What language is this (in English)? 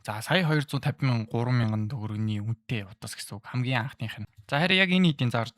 Mongolian